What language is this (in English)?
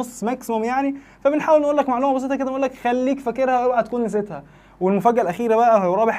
Egyptian Arabic